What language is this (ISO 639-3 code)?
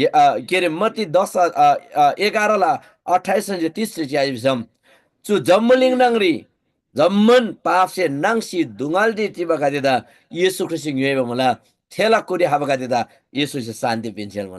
taj